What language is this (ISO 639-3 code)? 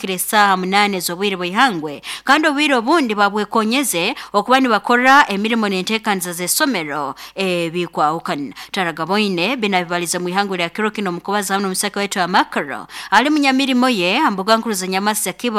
nyo